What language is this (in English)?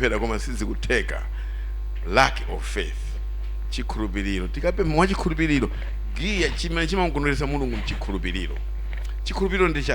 Nyanja